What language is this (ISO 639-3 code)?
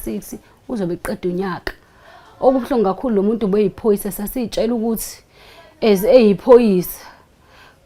zul